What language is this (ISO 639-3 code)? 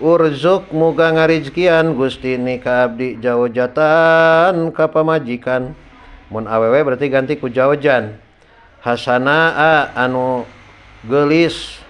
sun